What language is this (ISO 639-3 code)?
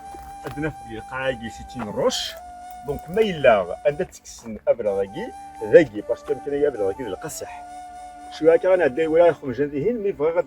kab